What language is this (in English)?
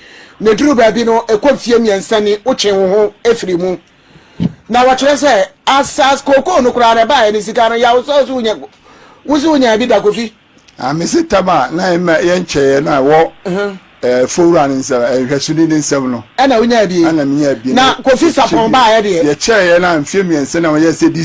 Akan